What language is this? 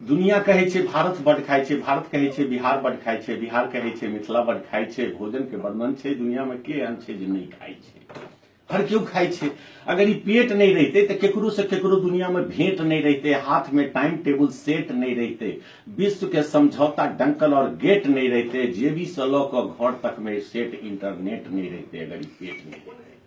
Maithili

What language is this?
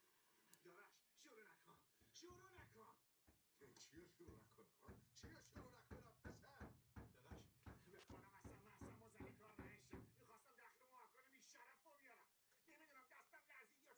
Tajik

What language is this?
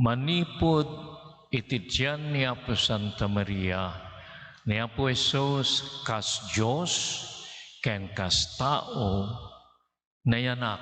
Iloko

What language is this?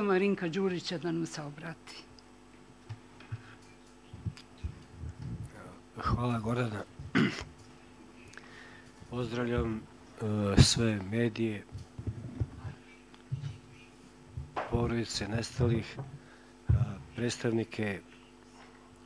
Serbian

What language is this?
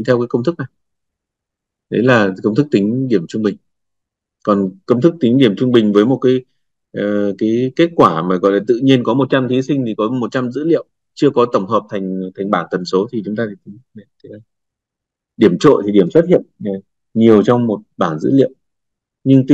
Vietnamese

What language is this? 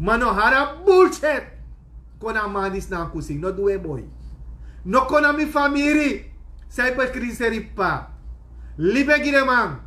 Sranan Tongo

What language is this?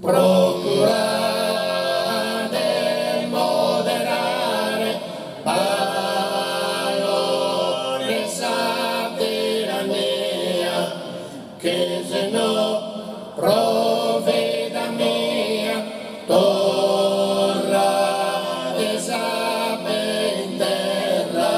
Sardinian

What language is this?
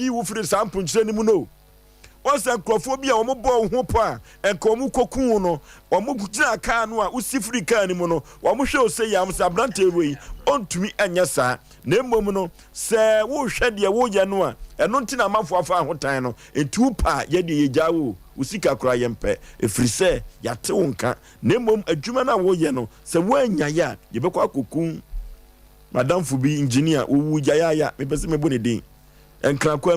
Akan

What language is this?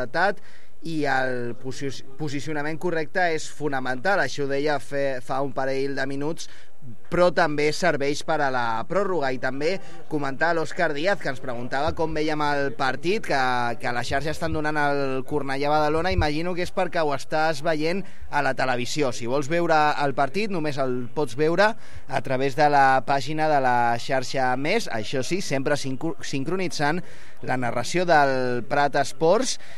Catalan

